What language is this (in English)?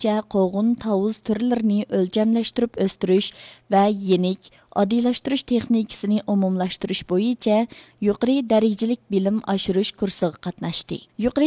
Uyghur